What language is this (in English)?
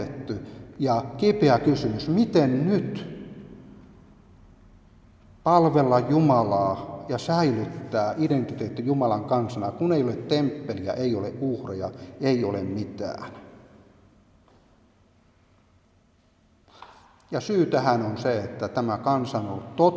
Finnish